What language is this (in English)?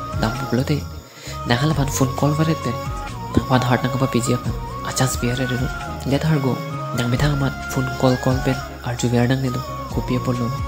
Karbi